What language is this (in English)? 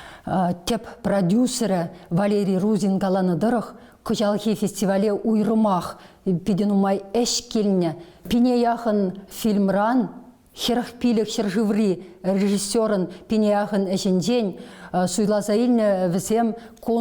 Chuvash